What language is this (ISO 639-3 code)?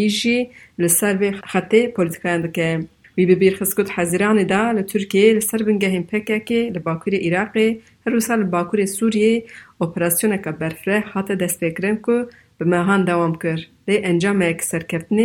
kur